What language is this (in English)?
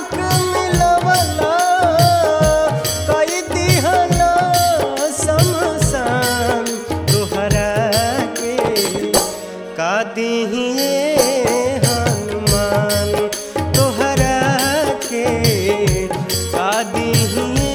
Bhojpuri